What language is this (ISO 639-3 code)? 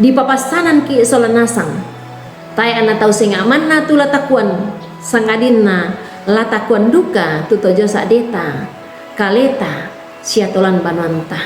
sda